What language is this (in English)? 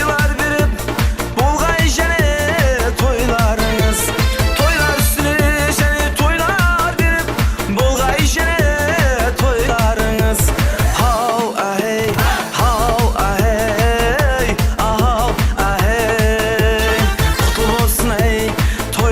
Kara-Kalpak